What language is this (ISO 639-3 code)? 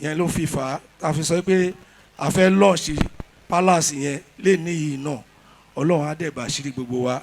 yor